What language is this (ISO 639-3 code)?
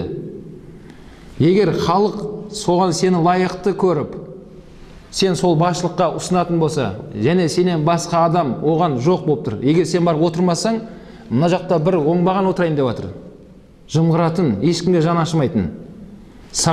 kaz